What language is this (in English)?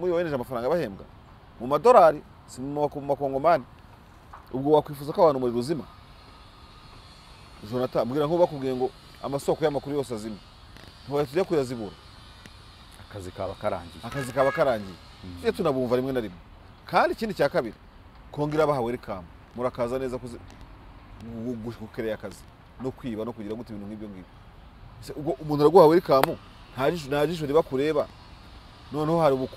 Kinyarwanda